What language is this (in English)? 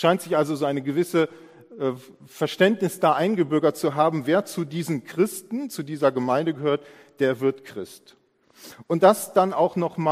German